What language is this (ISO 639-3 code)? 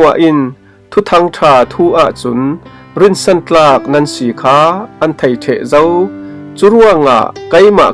cfm